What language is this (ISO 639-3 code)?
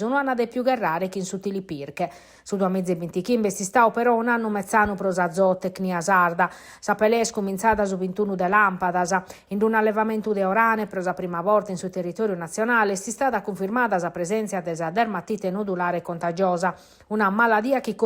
srd